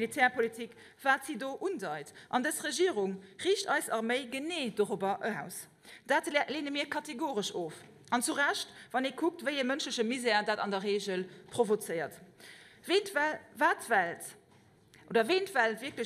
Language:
Luxembourgish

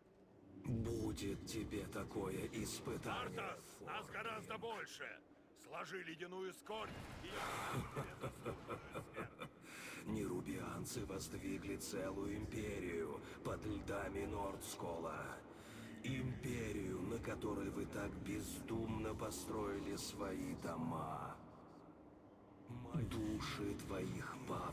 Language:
Russian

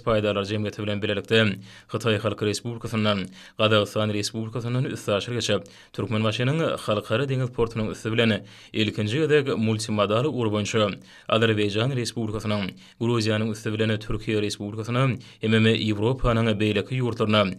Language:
Turkmen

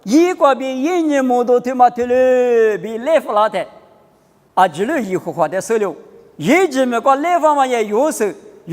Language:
Lisu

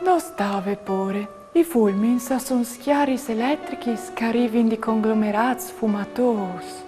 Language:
Friulian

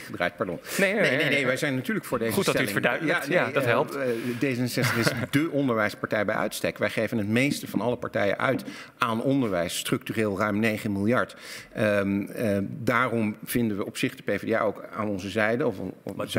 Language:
Dutch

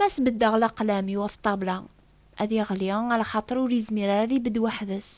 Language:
Kabyle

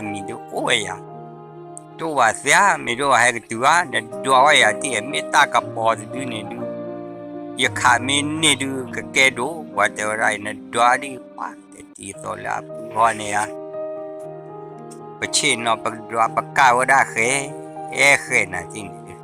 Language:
S'gaw Karen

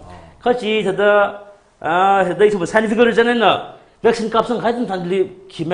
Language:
Tangkhul Naga (India)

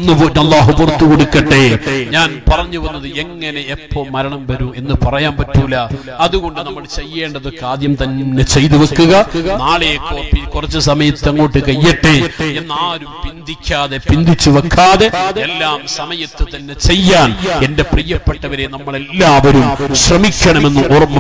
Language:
Malayalam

